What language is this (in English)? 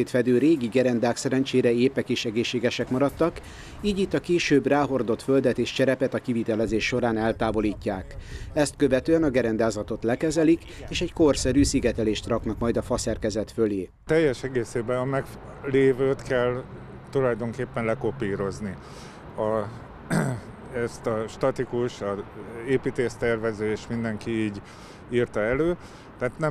Hungarian